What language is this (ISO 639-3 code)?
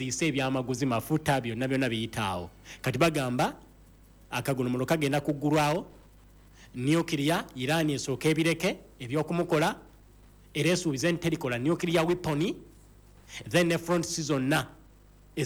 lug